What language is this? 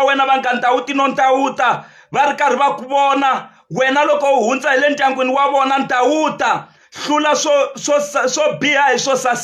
Tsonga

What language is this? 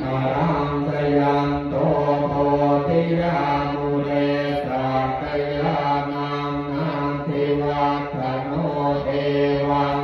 Pali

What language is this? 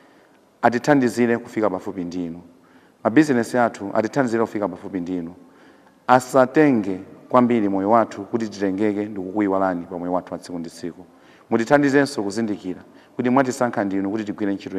Nyanja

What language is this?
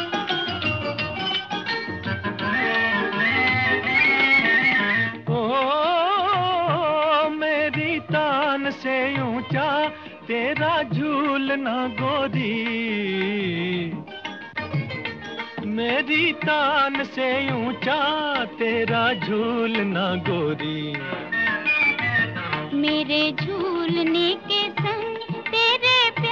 Hindi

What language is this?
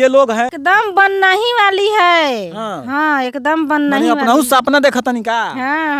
Bhojpuri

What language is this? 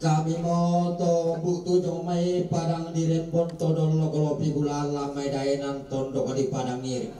Toraja-Sa'dan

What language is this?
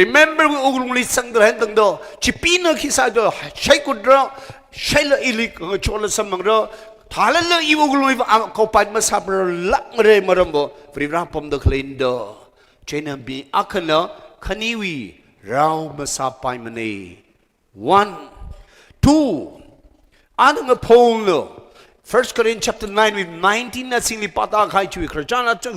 Tangkhul Naga (India)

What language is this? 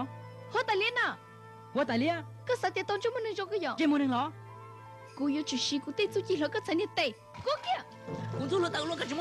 Hmong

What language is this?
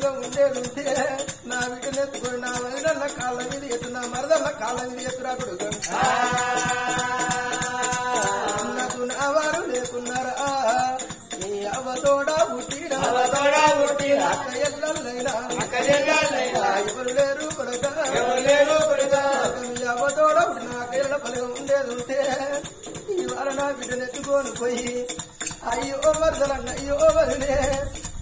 Telugu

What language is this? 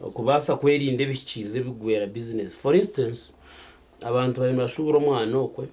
Nyankole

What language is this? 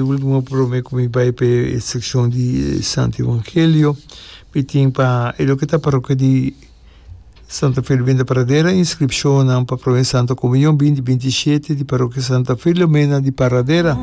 Papiamento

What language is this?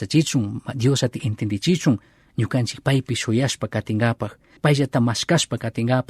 Chimborazo Highland Quichua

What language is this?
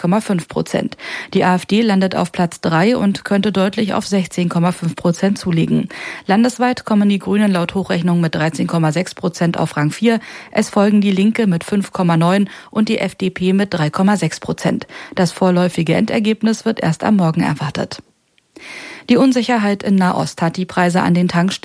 German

